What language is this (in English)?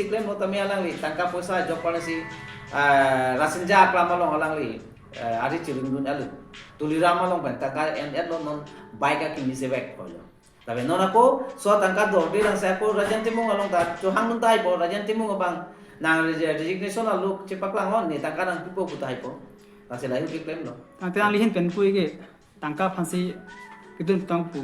Karbi